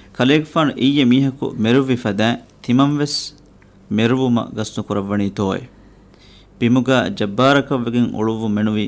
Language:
Divehi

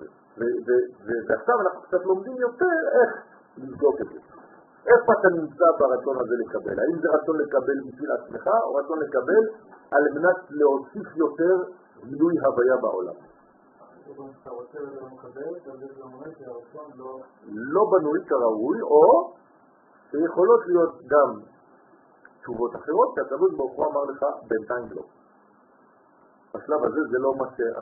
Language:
Hebrew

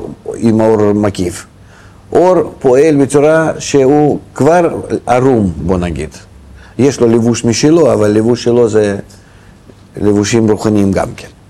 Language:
Hebrew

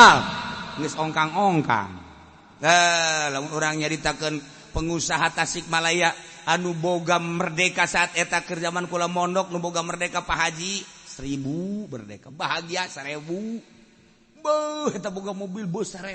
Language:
Sundanese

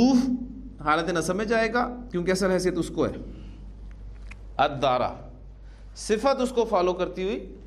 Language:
Urdu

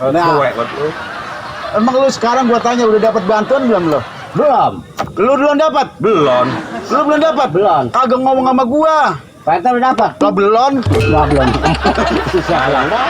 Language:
Betawi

